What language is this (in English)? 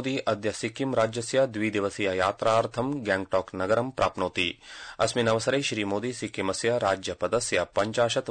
Sanskrit